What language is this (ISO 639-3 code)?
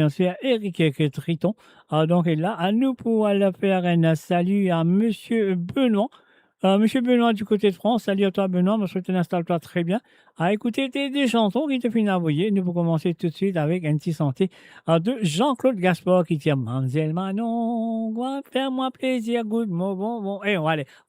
mfe